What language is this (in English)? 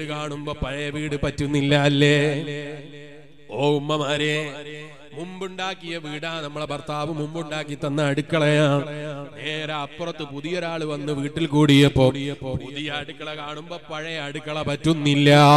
Malayalam